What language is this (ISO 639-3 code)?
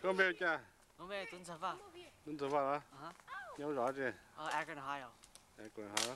hmn